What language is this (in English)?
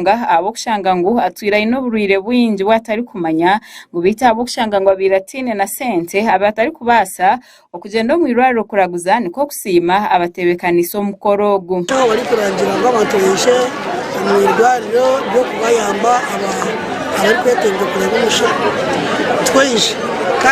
Nyankole